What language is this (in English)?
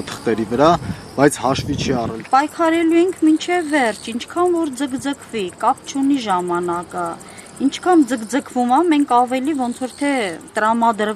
Armenian